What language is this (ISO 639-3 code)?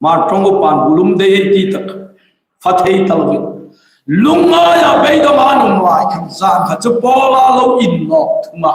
hmr